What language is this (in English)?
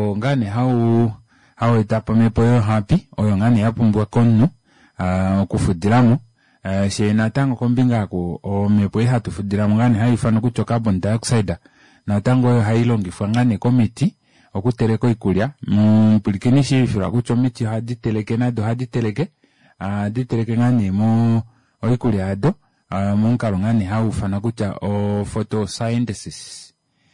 Kuanyama